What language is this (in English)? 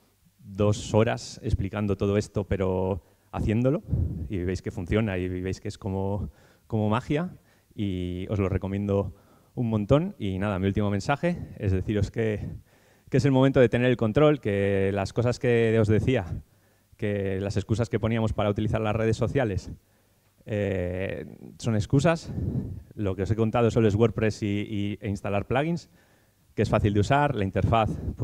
Spanish